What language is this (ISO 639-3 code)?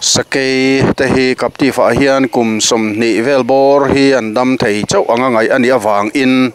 lus